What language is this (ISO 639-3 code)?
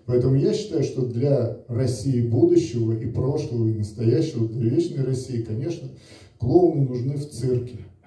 rus